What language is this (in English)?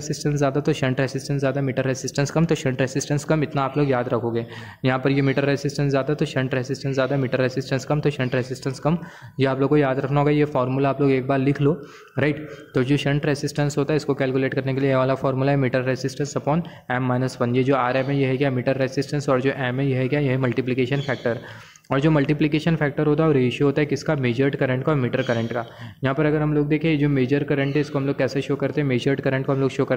Hindi